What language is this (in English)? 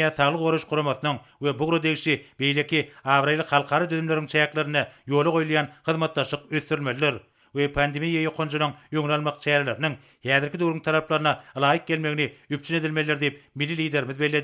Turkmen